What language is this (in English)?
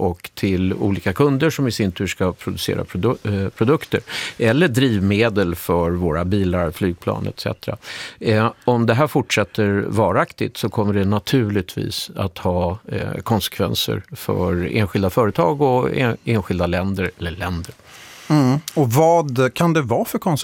Swedish